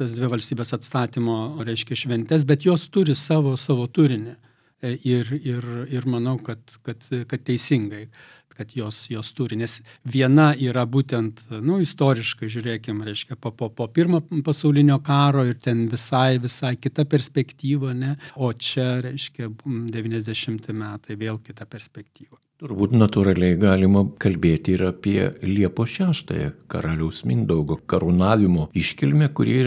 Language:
Lithuanian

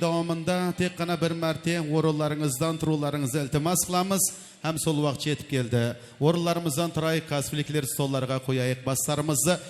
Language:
Kara-Kalpak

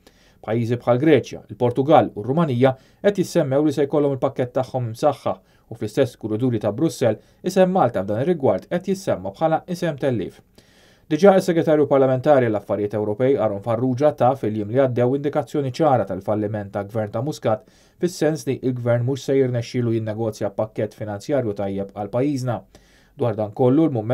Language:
Maltese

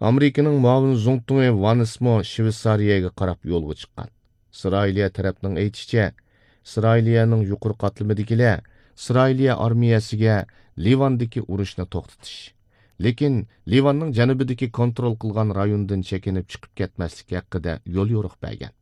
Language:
Uyghur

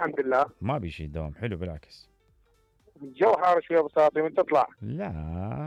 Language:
Mesopotamian Arabic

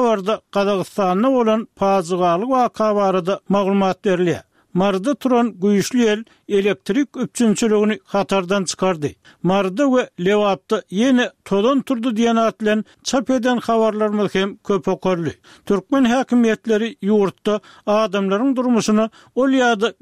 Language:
Turkmen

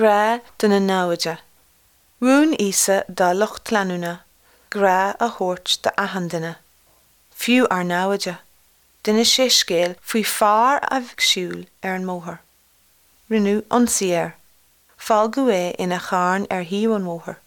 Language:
Irish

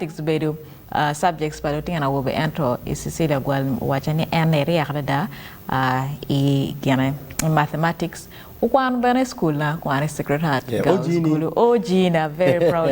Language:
Acoli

